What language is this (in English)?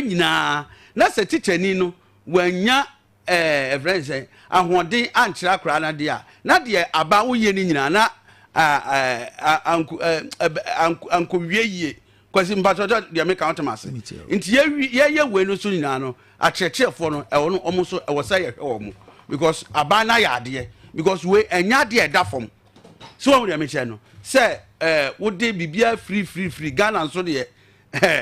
Akan